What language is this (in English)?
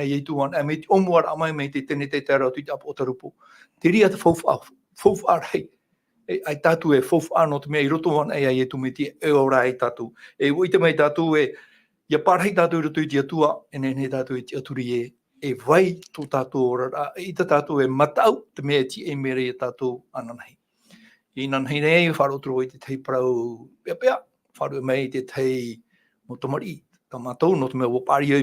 Tahitian